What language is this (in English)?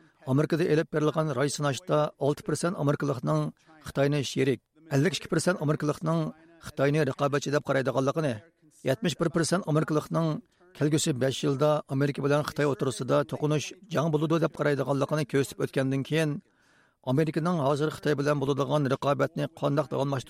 Uyghur